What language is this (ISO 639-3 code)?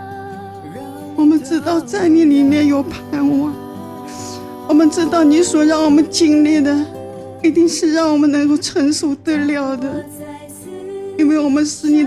zho